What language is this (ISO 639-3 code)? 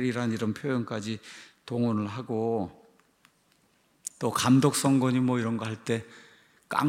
kor